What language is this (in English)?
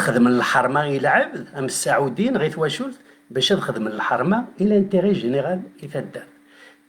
Kabyle